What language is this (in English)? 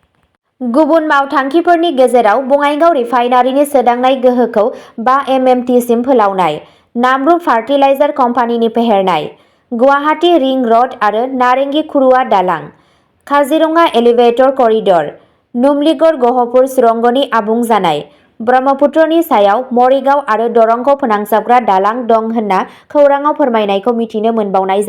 Bodo